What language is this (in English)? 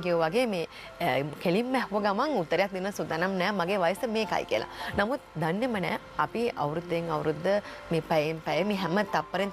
Sinhala